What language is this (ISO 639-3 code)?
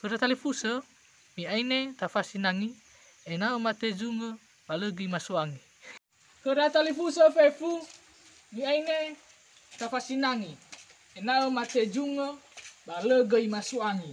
nia